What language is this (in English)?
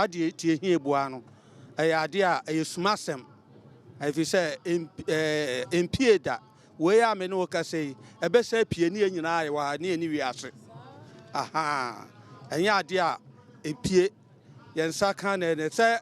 Akan